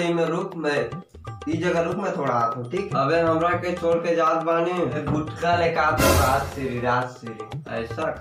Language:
Chhattisgarhi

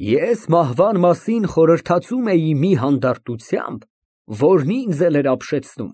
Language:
Armenian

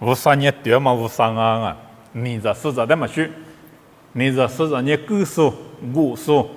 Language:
Lisu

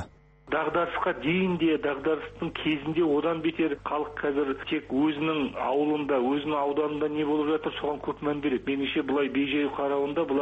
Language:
Kazakh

